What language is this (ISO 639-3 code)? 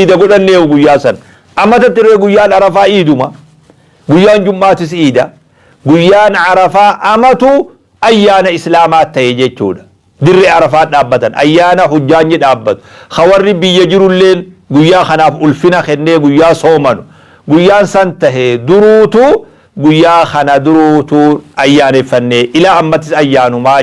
orm